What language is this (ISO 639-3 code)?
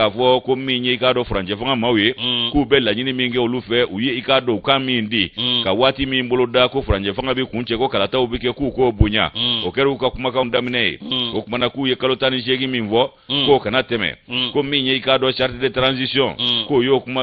bam